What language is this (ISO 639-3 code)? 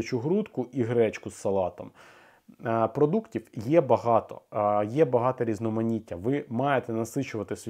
ukr